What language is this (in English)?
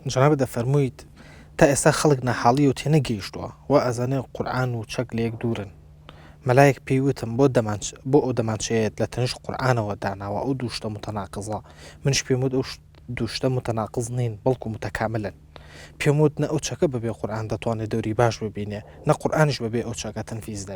Central Kurdish